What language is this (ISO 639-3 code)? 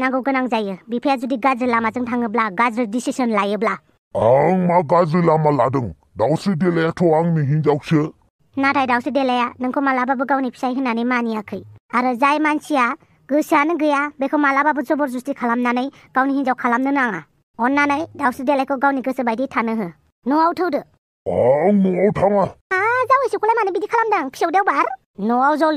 brx